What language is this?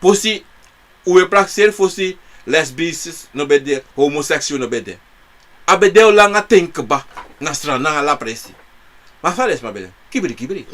Sranan Tongo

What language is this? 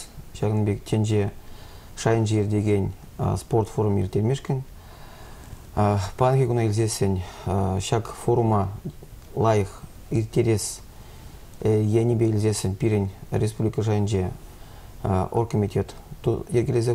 Chuvash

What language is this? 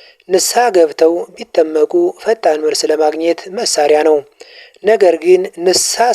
Amharic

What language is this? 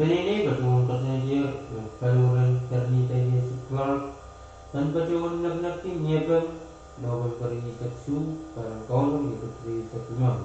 Pohnpeian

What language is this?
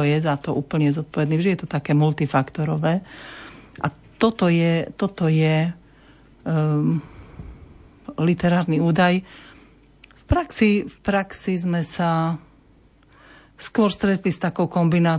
Slovak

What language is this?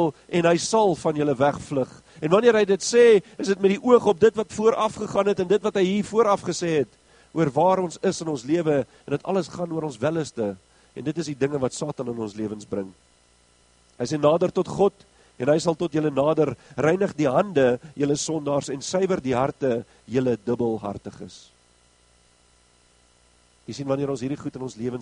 Afrikaans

